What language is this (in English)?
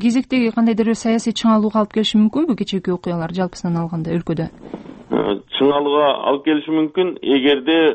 Kyrgyz